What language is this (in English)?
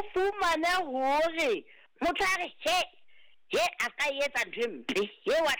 Southern Sotho